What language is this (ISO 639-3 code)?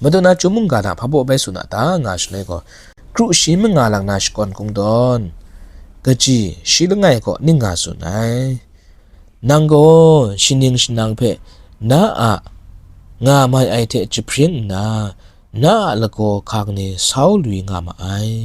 kac